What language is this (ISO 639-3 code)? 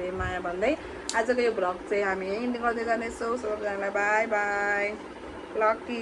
nep